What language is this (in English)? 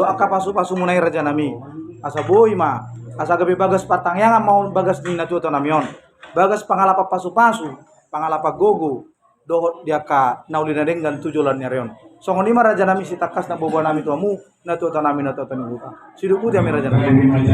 Batak Toba